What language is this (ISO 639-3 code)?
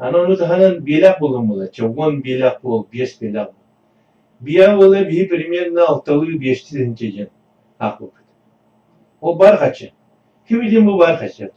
sah